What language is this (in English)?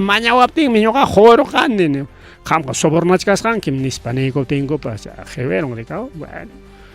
Ayacucho Quechua